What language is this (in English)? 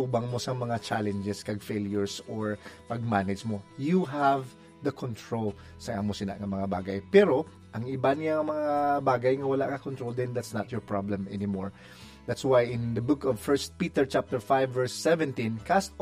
Hiligaynon